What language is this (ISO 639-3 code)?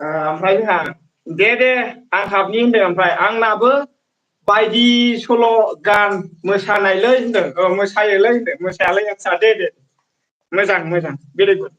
brx